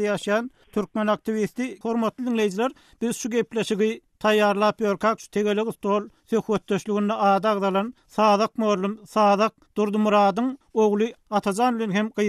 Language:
Turkmen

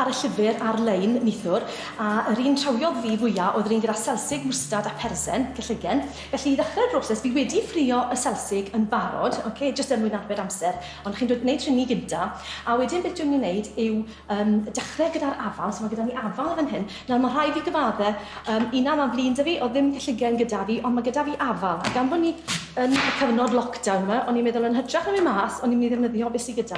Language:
Welsh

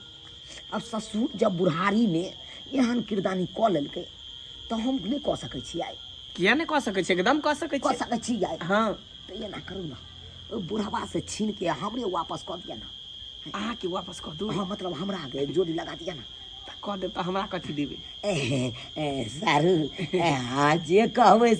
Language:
Maithili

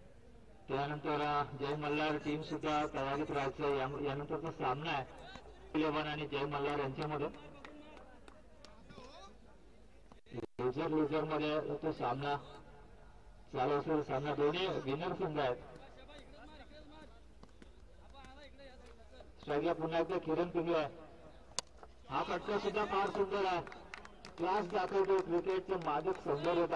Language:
Marathi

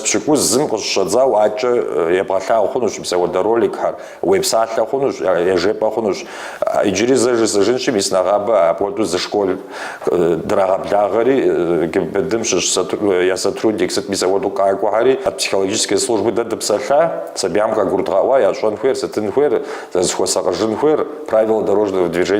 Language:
Kabardian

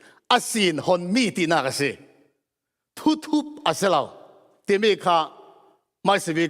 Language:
Falam Chin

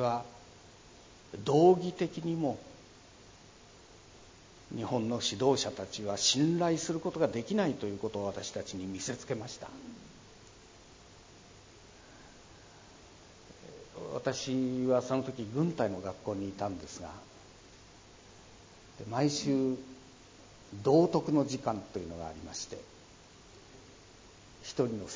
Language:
Japanese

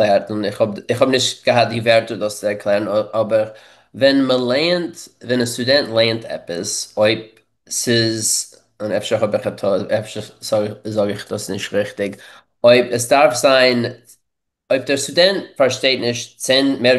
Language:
Yiddish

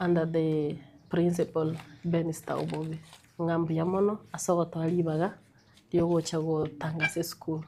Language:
Gusii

